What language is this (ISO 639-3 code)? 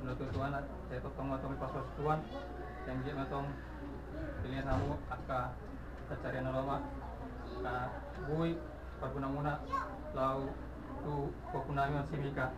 bbc